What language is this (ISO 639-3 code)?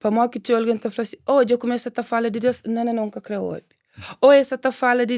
kea